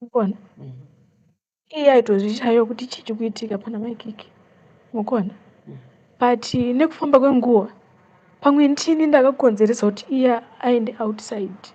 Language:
Shona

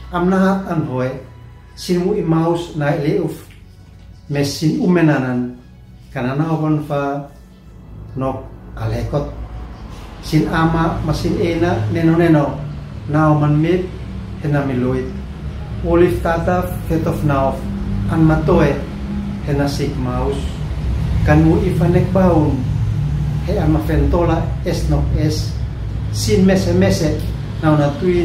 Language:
Uab Meto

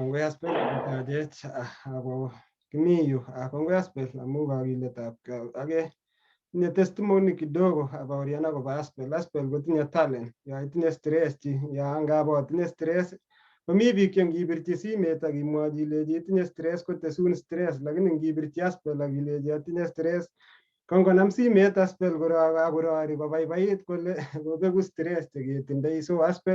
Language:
Kalenjin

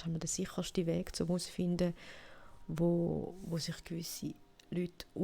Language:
Swiss German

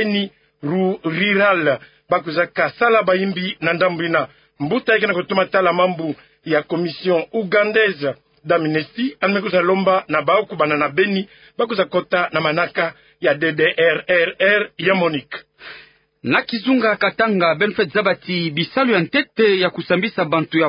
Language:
Kituba (Democratic Republic of Congo)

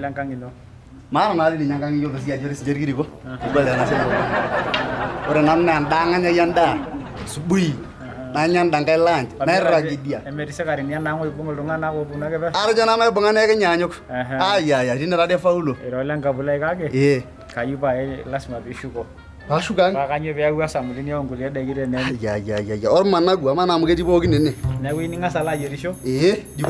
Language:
Masai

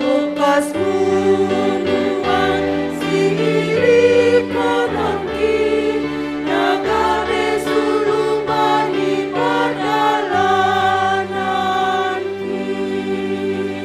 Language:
Batak Simalungun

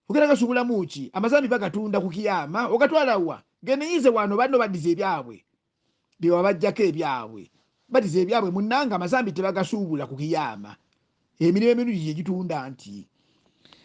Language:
Ganda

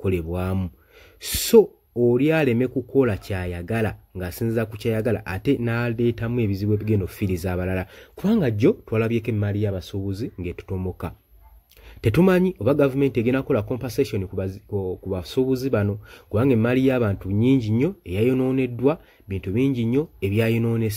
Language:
Ganda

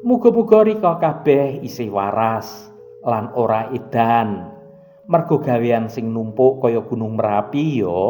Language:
Javanese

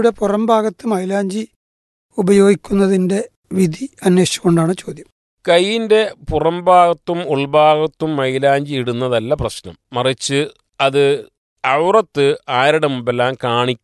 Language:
Malayalam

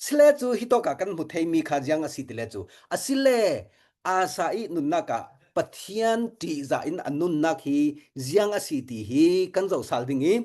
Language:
Falam Chin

